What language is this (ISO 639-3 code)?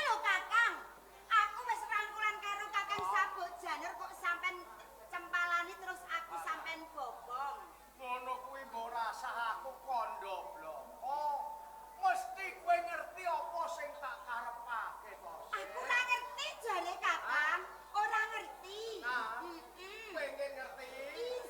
jav